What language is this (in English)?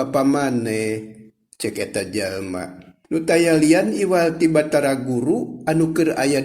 Sundanese